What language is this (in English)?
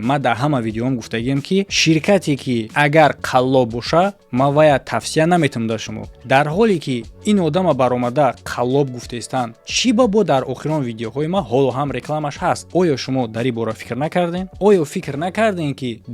Tajik